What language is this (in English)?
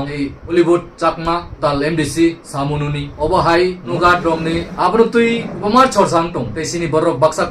Kok Borok